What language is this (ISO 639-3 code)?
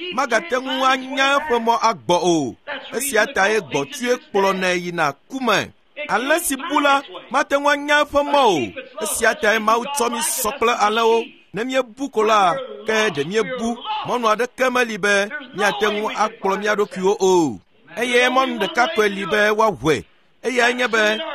ewe